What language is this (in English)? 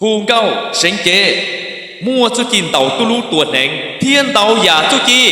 Hmong